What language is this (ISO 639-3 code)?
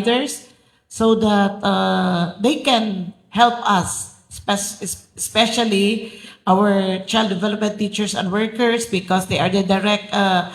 ceb